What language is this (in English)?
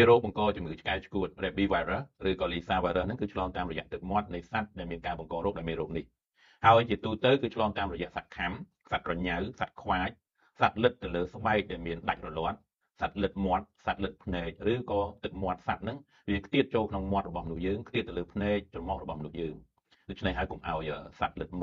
Khmer